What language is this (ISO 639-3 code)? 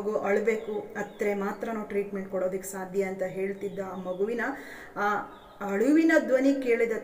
kan